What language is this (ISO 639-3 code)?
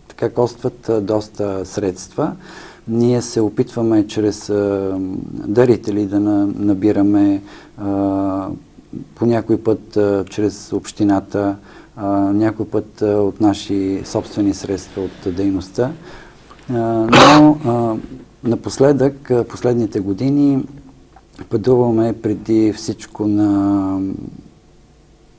bul